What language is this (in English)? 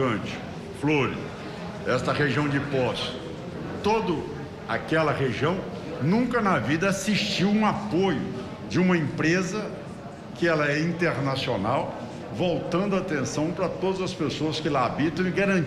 Portuguese